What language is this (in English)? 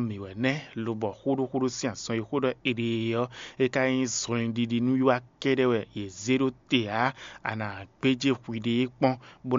Fon